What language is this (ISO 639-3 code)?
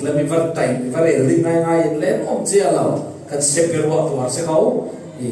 cfm